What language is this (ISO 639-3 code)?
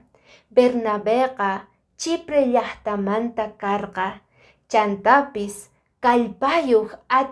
que